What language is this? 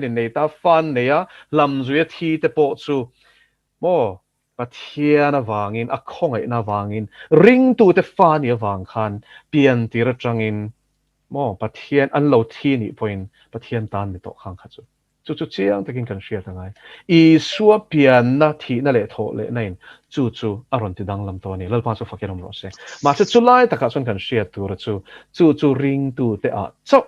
Mizo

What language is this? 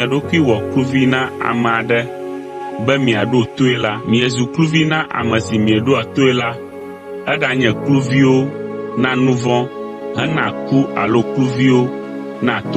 Ewe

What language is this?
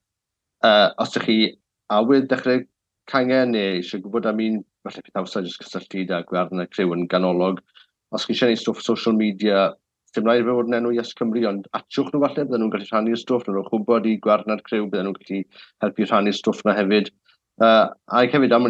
Welsh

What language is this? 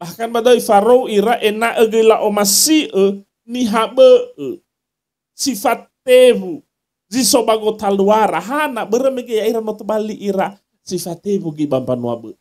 Nias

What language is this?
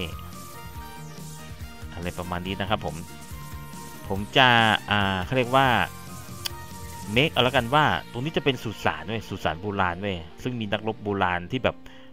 Thai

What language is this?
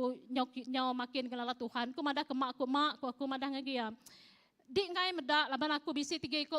Iban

